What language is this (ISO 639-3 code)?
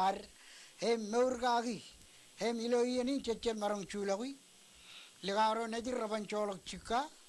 mah